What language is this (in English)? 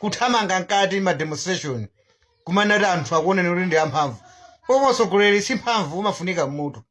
Nyanja